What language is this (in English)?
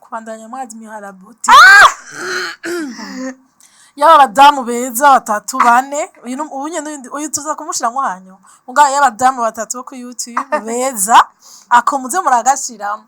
Rundi